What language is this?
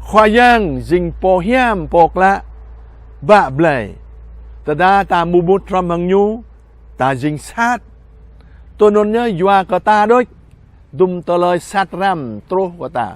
Jarai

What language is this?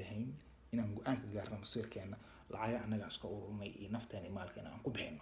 Somali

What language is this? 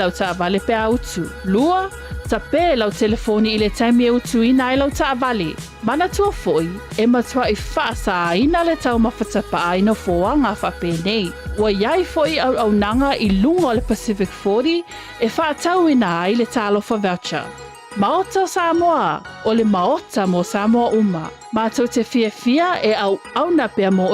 Samoan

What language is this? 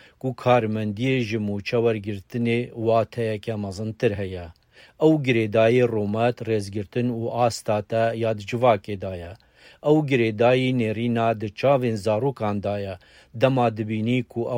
Kurdish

